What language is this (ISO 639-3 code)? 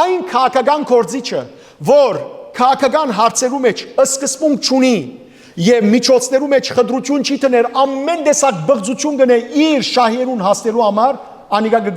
hyw